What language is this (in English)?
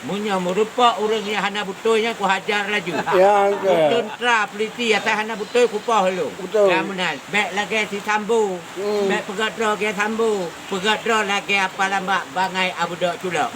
Achinese